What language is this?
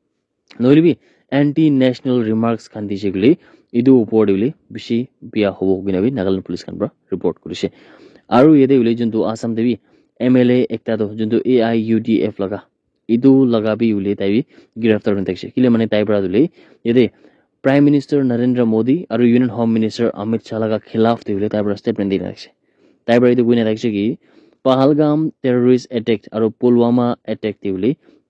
Naga Pidgin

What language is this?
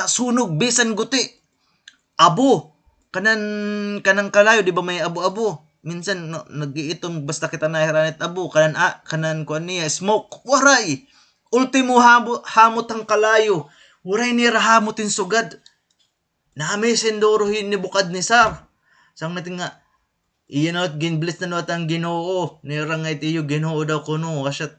Waray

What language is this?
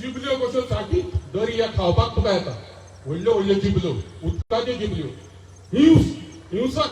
Konkani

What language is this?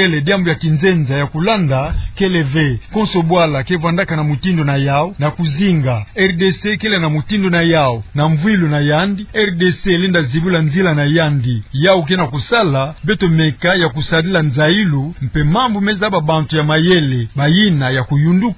Kituba (Democratic Republic of Congo)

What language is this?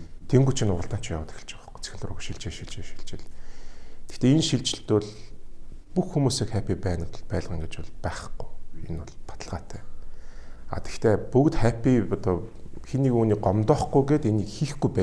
Mongolian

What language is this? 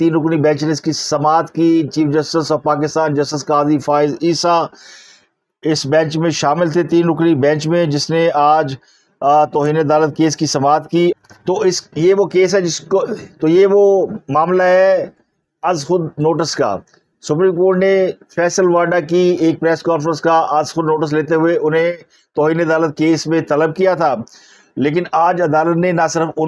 Urdu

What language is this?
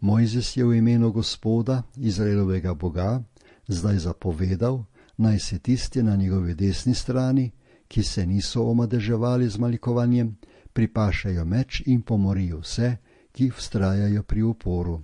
Slovenian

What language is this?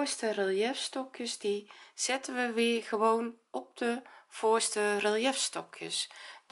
Dutch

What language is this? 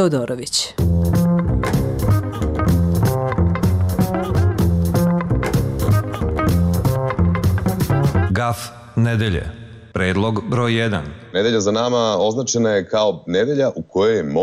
Serbian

